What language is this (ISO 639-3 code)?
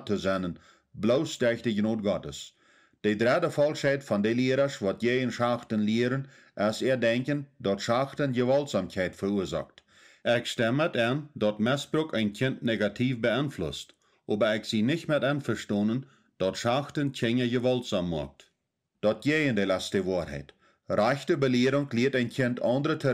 pdt